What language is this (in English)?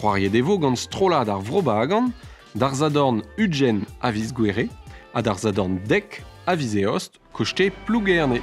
Breton